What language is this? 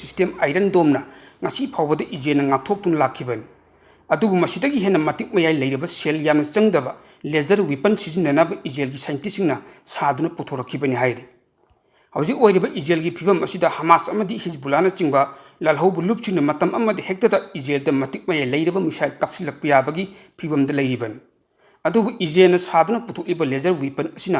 Manipuri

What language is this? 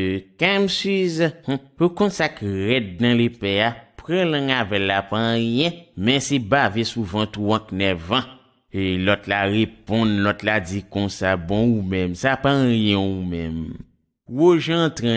Haitian Creole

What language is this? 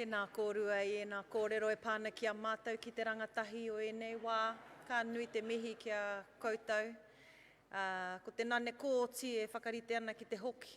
Māori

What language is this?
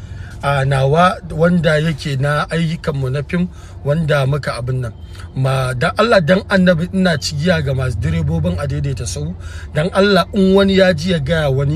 Hausa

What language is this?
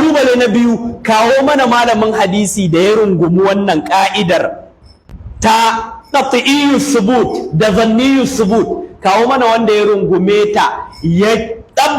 Hausa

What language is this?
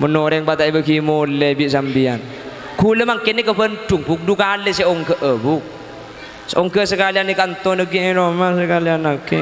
Madurese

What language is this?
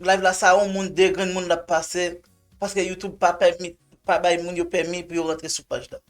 Haitian Creole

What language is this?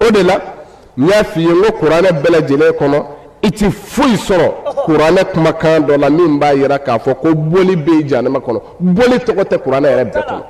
Bambara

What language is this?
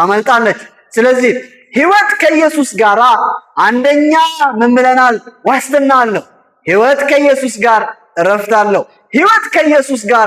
Amharic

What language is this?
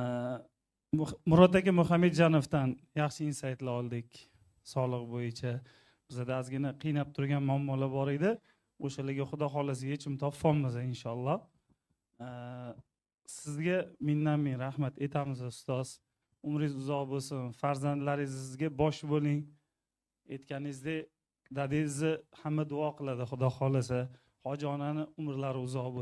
Uzbek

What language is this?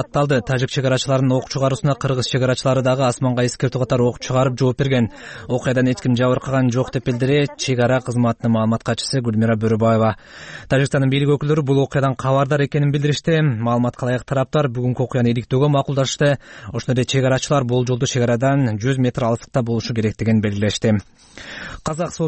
Kyrgyz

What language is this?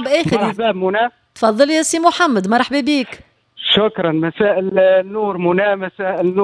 Tunisian Arabic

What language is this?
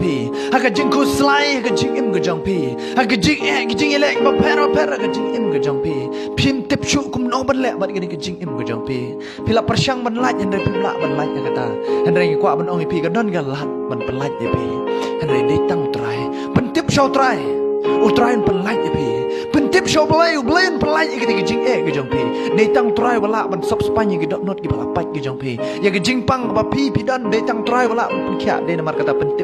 Khasi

